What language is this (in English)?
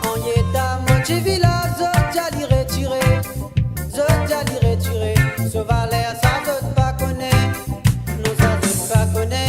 Morisyen